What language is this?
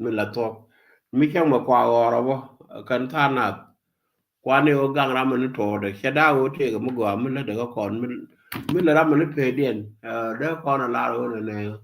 Nuer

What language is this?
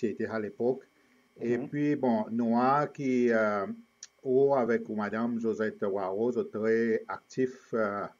Seselwa Creole French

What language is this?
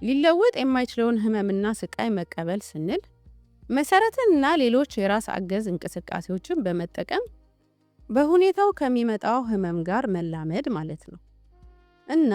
Amharic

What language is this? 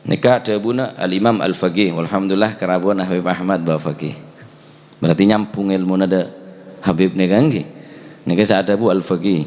Madurese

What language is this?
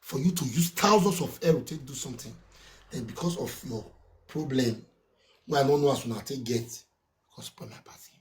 Nigerian Pidgin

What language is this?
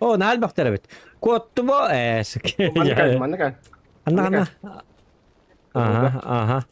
Yakut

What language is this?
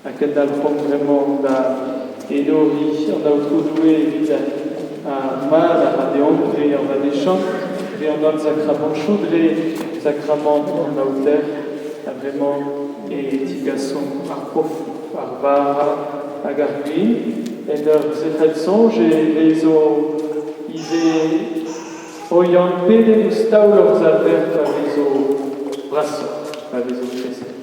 Breton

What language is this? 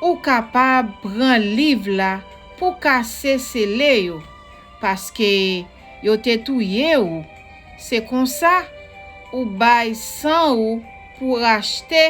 Haitian Creole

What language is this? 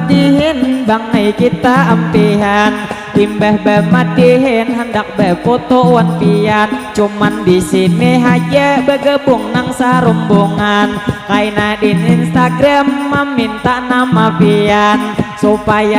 Banjar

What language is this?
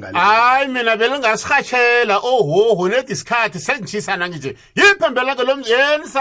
South Ndebele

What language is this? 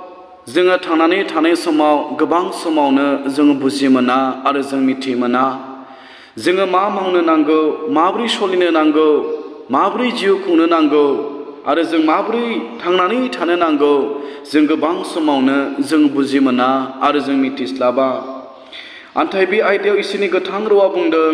Bodo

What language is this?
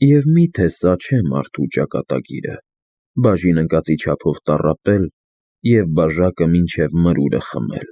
Armenian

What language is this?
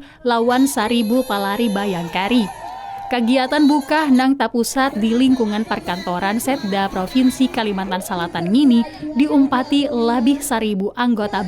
Banjar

